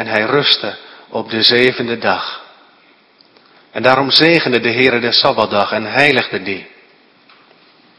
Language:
Dutch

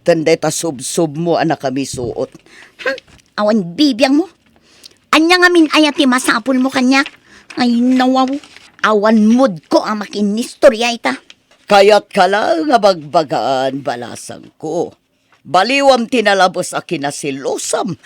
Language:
Iloko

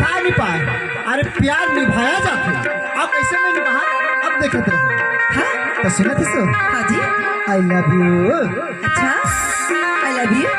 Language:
Chhattisgarhi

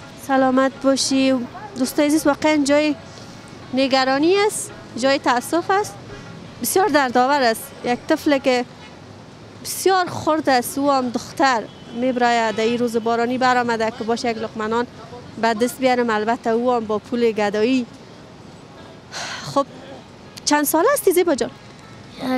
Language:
Persian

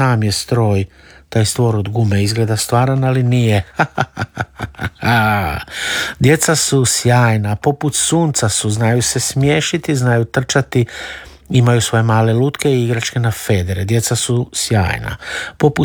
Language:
Croatian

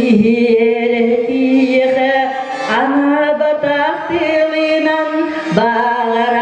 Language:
Yakut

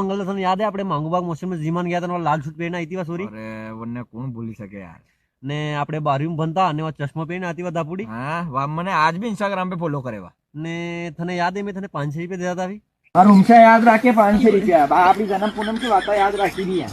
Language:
Rajasthani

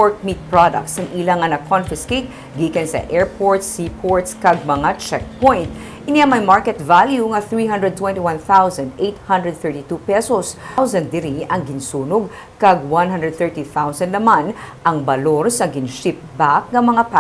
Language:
Hiligaynon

